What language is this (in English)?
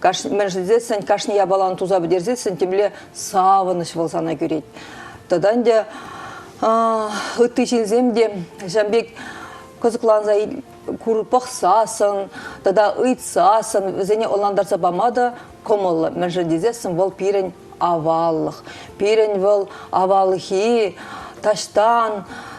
Chuvash